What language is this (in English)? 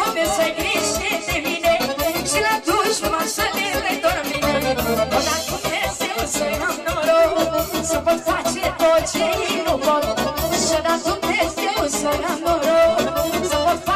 Romanian